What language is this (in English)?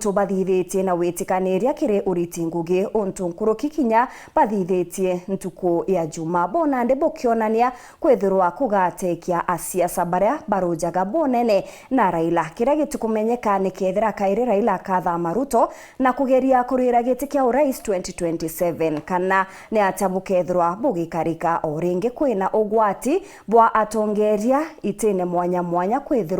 Meru